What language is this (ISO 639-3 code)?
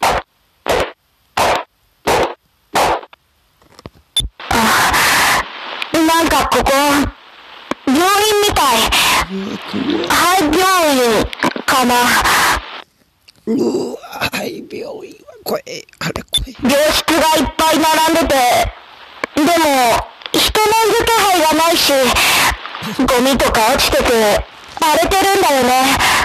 jpn